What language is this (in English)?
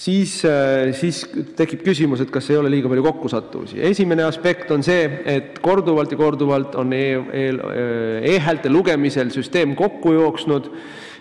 Estonian